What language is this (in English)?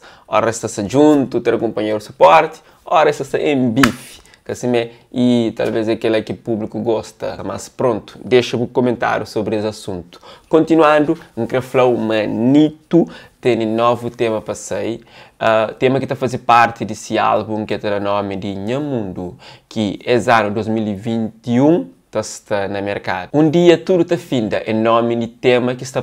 Kabuverdianu